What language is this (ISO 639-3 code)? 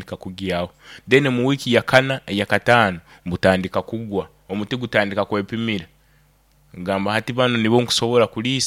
nyo